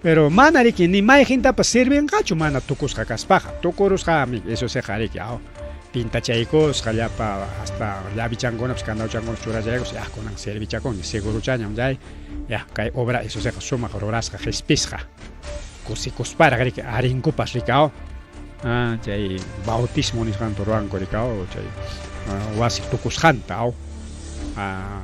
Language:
Ayacucho Quechua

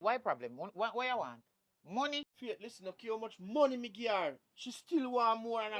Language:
Jamaican Creole English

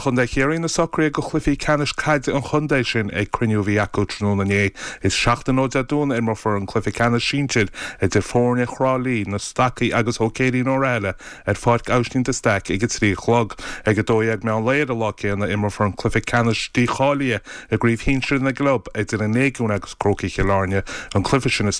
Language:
Irish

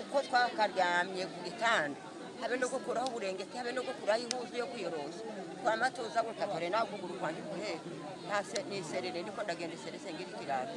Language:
Kinyarwanda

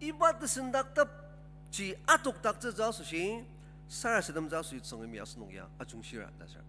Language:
Ao Naga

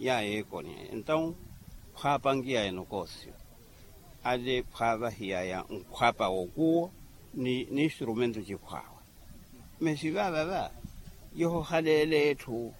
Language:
Makhuwa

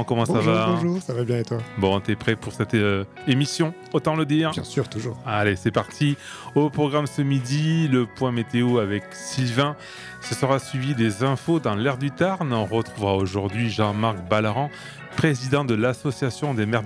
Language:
French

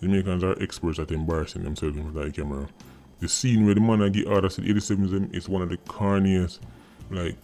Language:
Jamaican Creole English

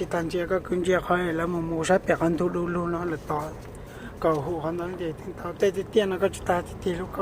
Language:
Hmong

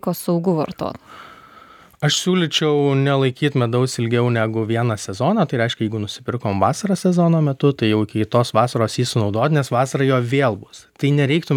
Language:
Lithuanian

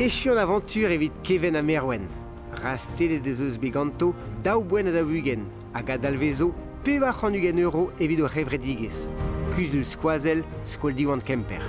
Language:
Breton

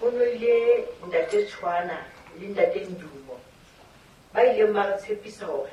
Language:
Southern Sotho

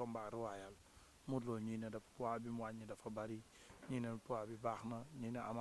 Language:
Wolof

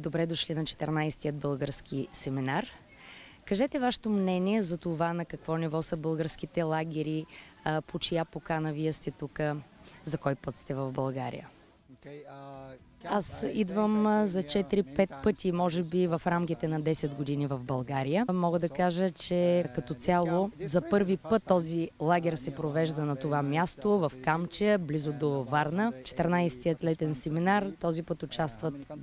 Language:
Bulgarian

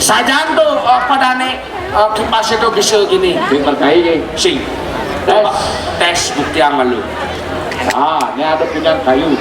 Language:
Balinese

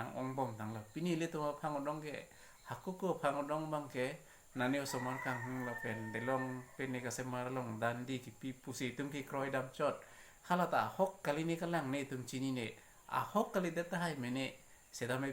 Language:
Karbi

